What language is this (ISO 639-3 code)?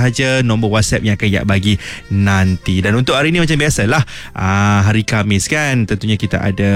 msa